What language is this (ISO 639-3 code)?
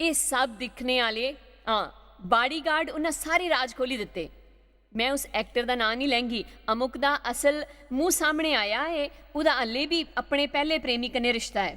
doi